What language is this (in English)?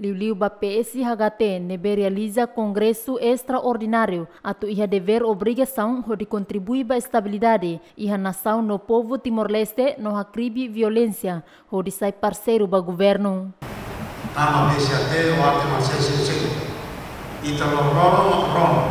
Tetum